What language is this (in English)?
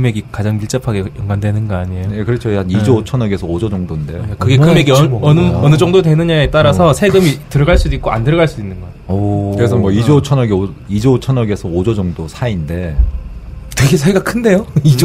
Korean